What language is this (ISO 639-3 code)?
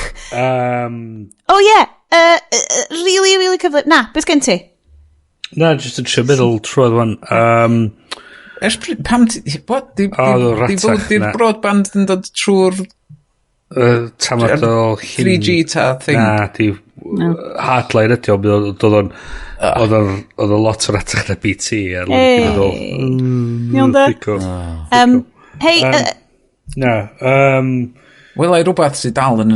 cym